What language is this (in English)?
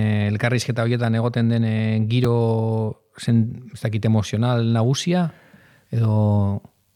Basque